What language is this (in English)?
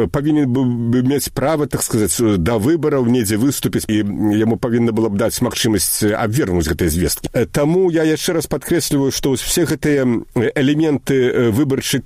Belarusian